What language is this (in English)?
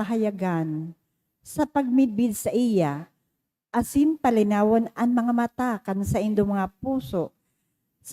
Bikol